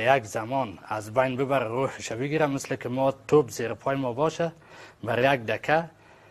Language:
Persian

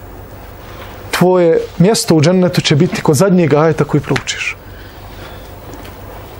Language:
Bosnian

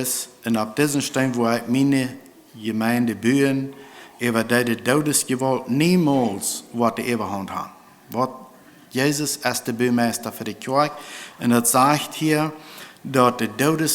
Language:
Plautdietsch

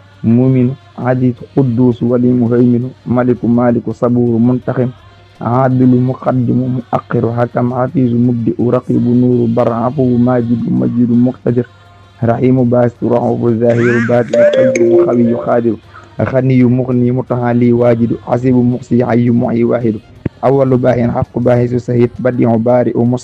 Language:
Wolof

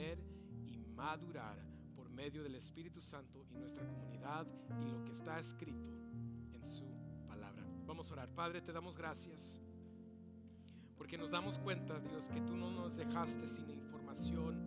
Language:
Spanish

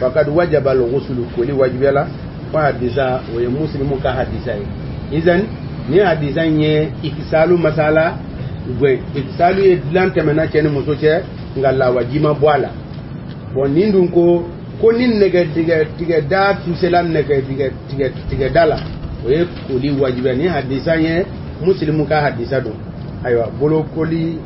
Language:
Bambara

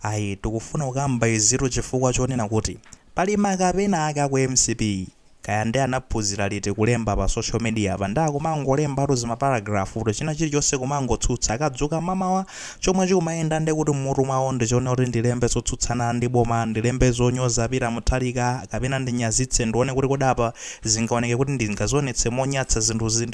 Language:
Nyanja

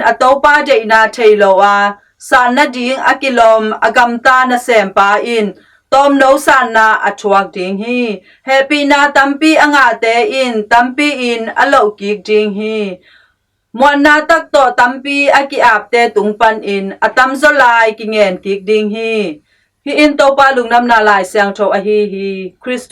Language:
Tedim Chin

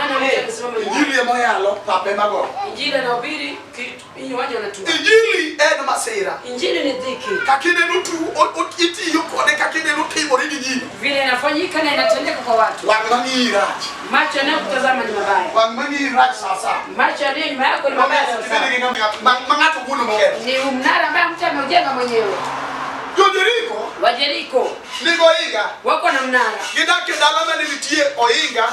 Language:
Luo (Kenya and Tanzania)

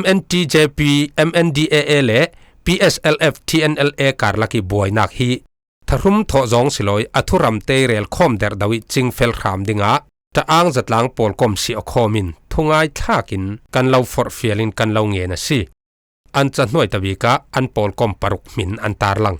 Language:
Falam Chin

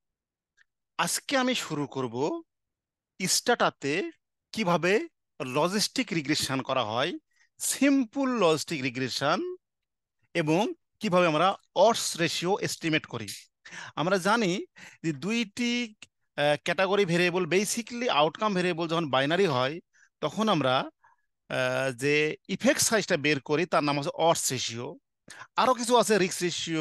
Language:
Bangla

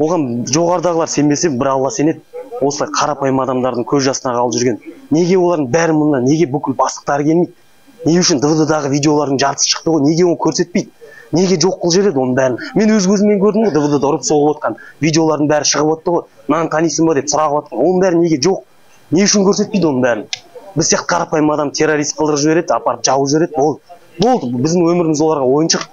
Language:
Kazakh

